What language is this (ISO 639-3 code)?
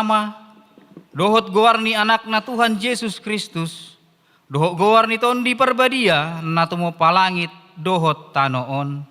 bbc